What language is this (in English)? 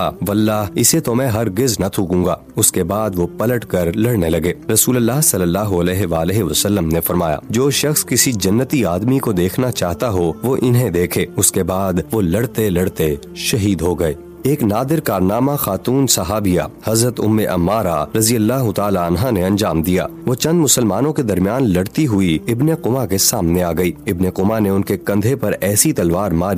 Urdu